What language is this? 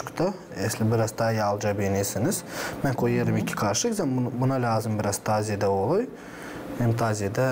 Gagauz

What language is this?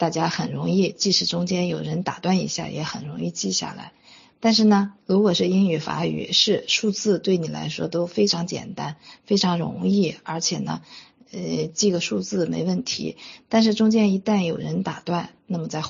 Chinese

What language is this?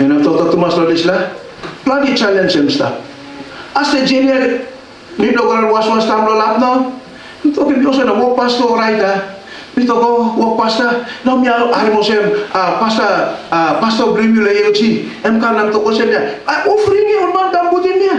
Tok Pisin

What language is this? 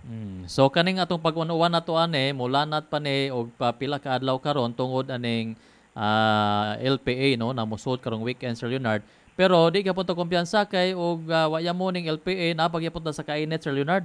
Cebuano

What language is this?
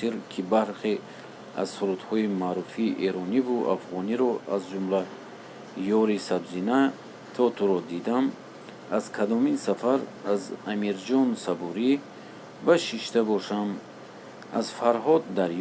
Tajik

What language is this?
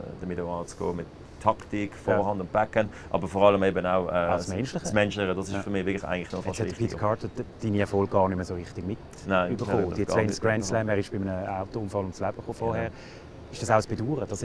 German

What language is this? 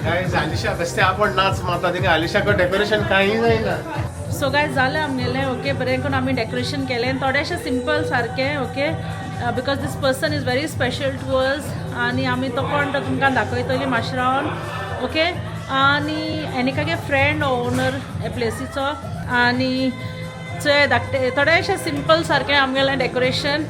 Konkani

